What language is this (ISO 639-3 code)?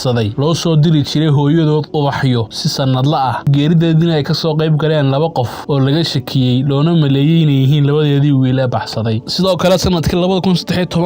som